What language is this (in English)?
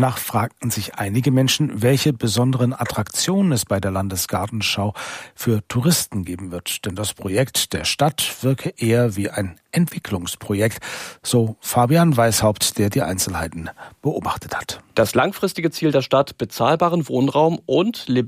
German